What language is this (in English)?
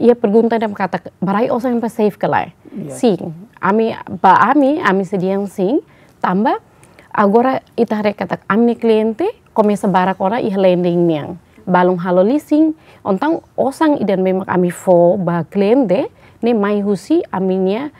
Tetum